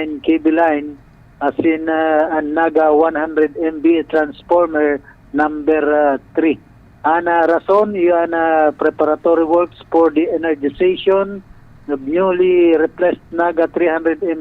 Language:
Bikol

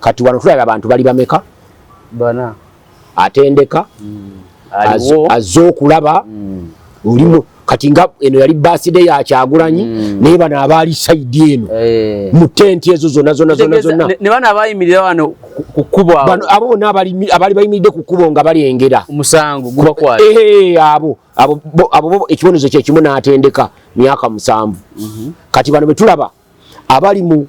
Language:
Ganda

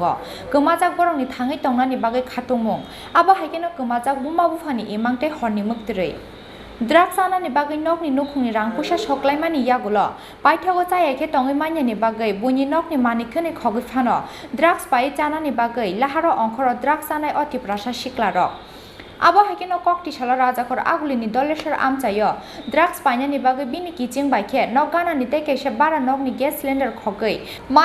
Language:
Kok Borok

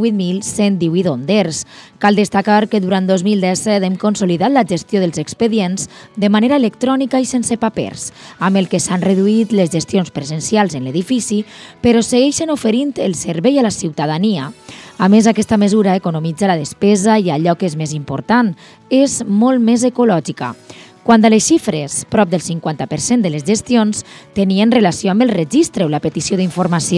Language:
Catalan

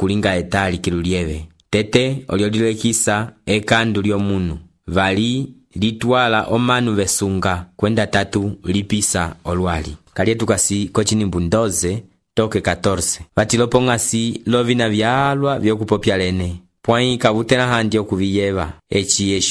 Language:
Umbundu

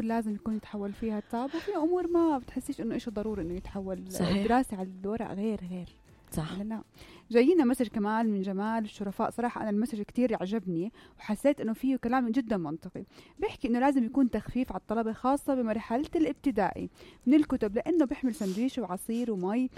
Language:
North Levantine Arabic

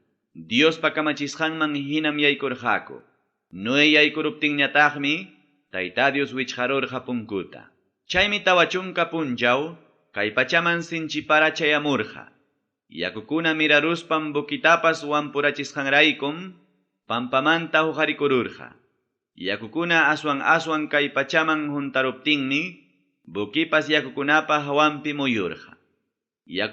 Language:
Ayacucho Quechua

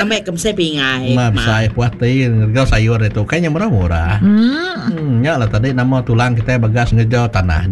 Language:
Iban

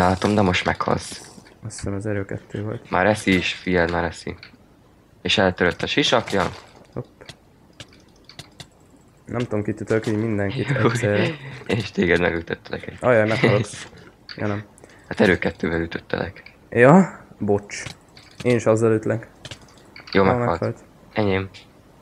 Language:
Hungarian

